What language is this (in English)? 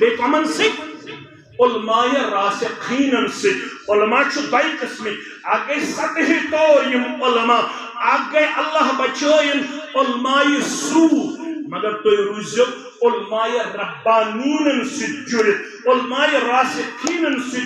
Kashmiri